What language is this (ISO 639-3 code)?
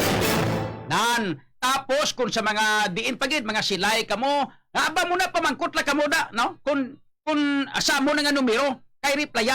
hil